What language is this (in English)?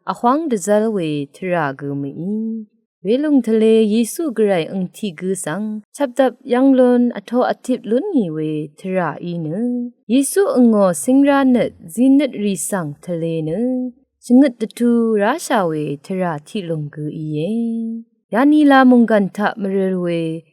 Rawang